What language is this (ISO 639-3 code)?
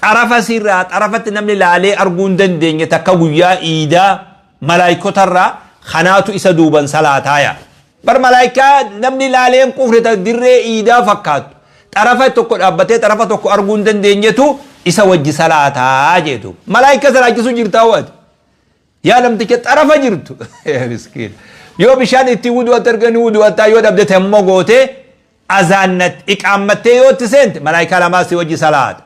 orm